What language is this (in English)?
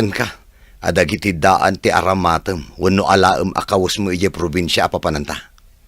Iloko